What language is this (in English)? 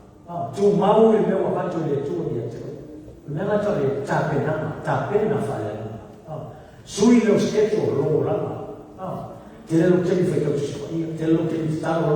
Samoan